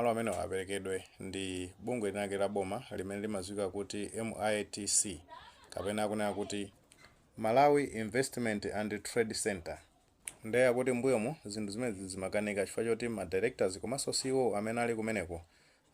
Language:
Nyanja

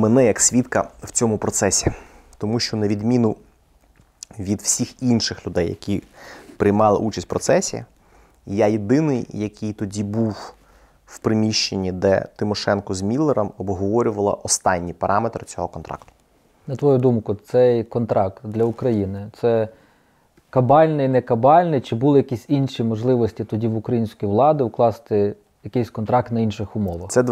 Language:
Ukrainian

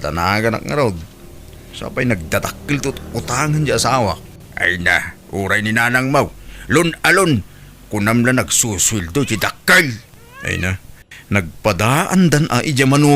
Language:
Iloko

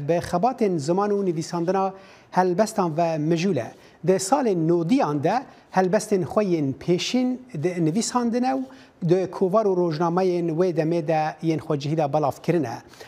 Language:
Kurdish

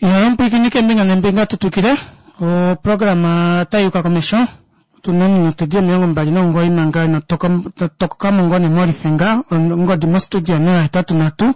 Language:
Kuanyama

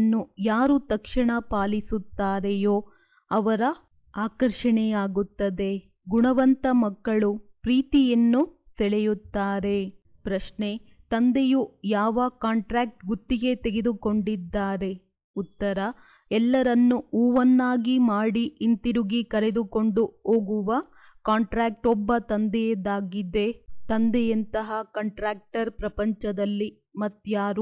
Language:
Kannada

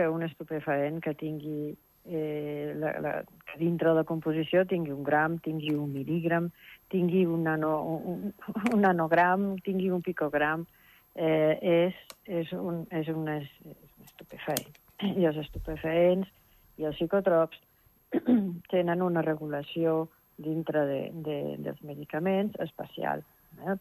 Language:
Catalan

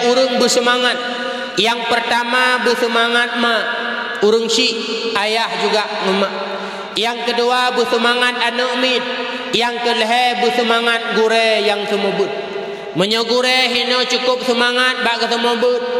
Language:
Achinese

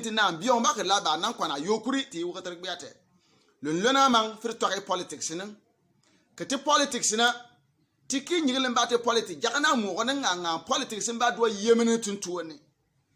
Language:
Bimoba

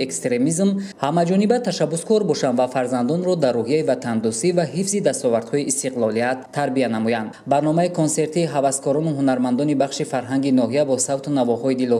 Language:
Tajik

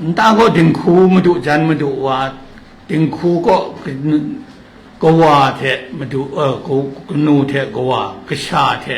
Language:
Kachin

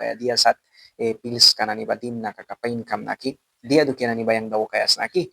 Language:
Mískito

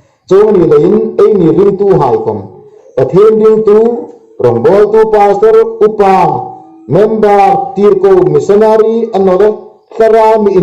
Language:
Hmar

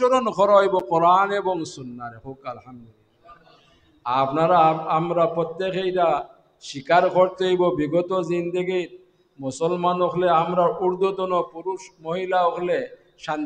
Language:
Sylheti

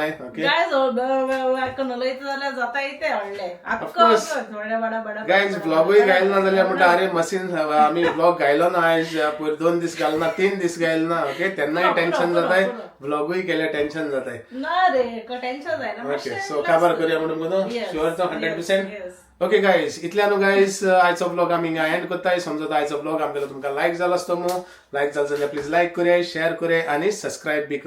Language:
Konkani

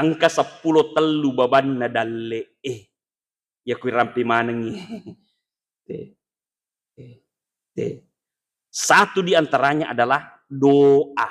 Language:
Buginese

